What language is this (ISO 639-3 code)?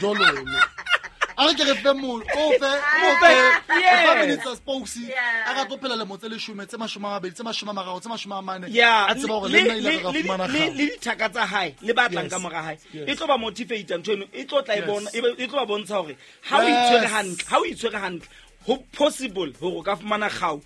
sot